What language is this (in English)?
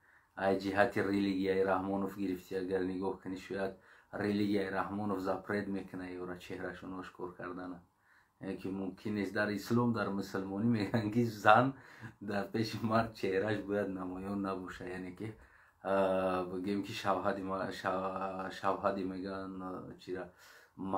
Tajik